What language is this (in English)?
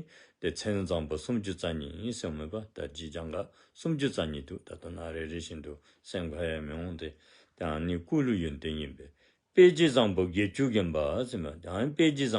Dzongkha